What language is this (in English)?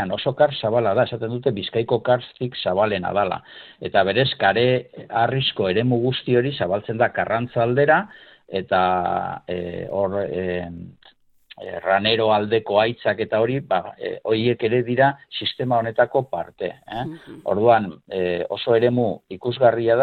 Basque